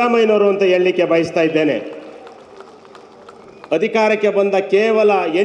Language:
Kannada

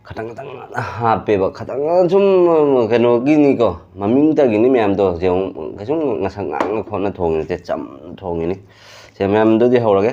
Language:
Manipuri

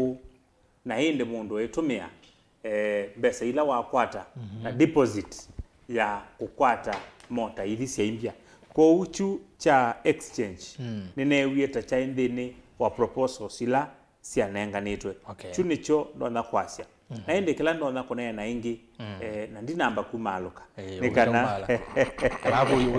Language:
Kamba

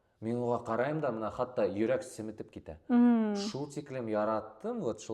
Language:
Bashkir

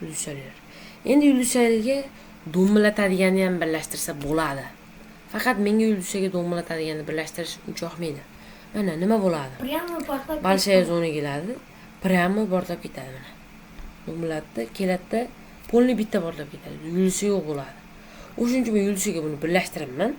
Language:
Uzbek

